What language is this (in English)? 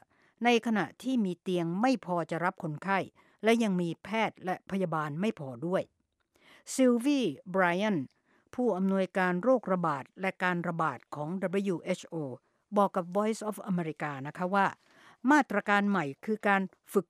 Thai